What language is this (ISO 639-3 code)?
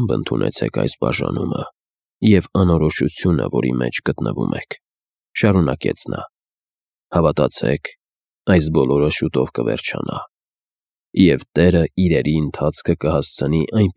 hye